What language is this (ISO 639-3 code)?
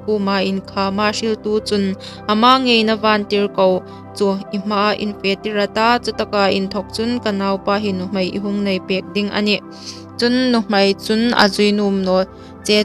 hmr